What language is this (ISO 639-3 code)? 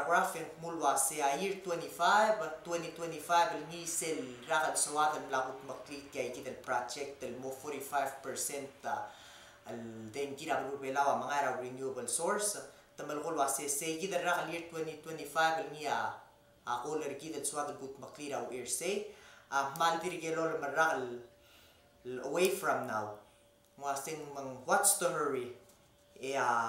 pau